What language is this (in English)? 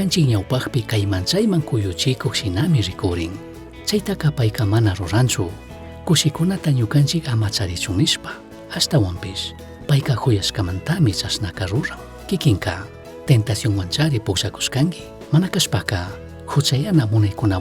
Chimborazo Highland Quichua